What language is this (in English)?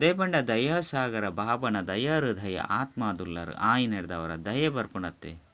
Tulu